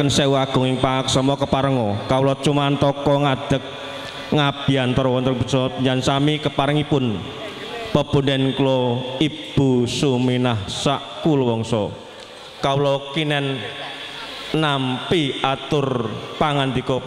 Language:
Javanese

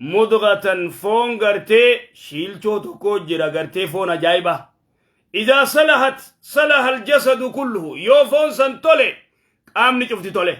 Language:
Oromo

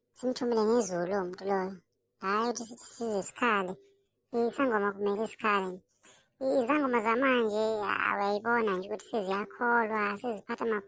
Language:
Zulu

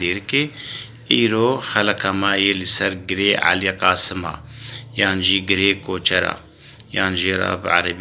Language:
Kurdish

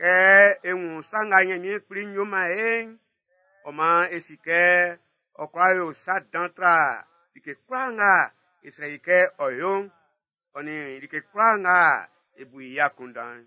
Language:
Baoulé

